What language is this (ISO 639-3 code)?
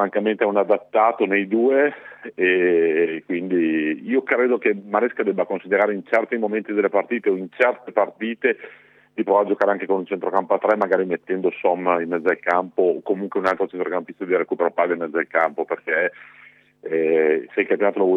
ita